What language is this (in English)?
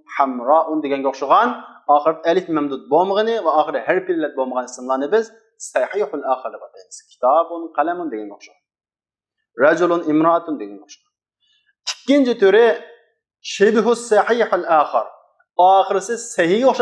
Uyghur